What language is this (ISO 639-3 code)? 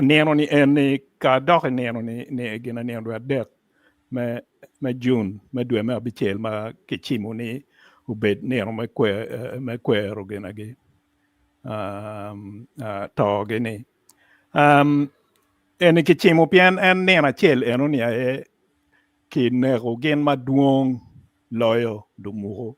ach